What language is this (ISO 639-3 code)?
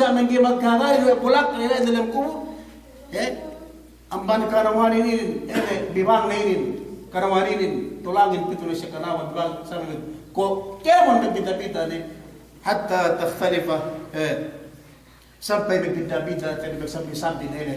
yka